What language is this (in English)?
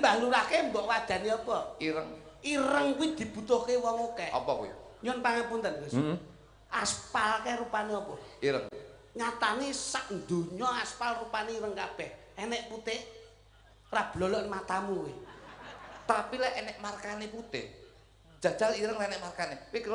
Javanese